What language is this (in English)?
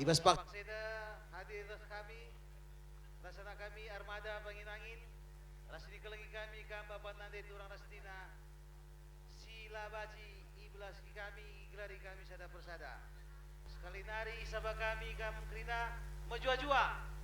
Batak Karo